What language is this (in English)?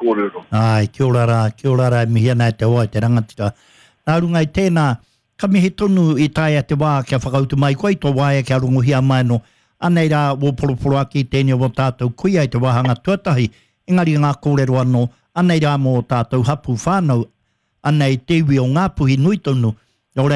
Māori